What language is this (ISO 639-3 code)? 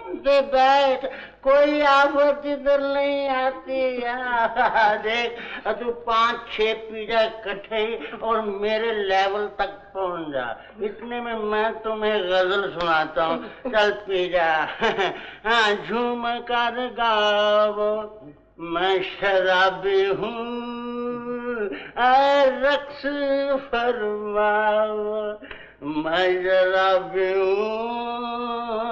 hin